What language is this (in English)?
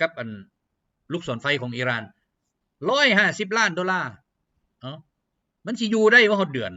Lao